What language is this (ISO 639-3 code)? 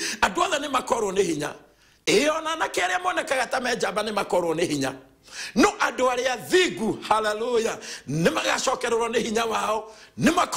kik